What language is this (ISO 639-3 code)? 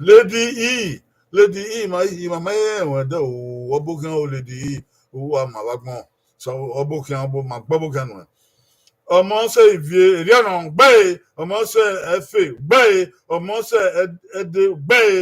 bin